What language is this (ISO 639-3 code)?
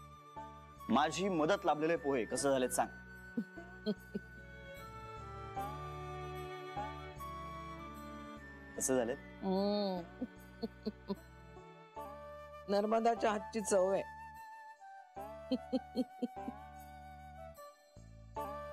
mar